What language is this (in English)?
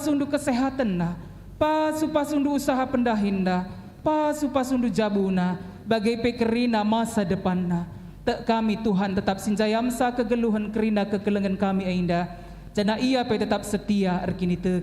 Batak Karo